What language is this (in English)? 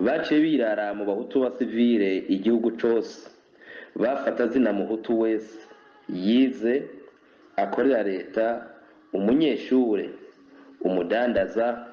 Rundi